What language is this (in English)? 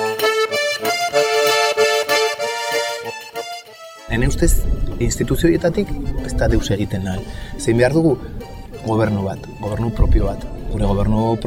Basque